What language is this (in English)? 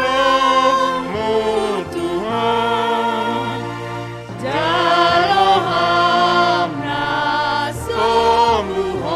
Batak Simalungun